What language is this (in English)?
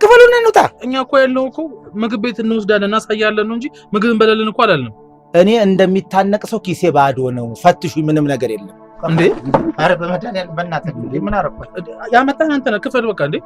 Amharic